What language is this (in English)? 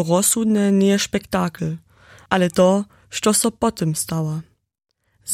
Upper Sorbian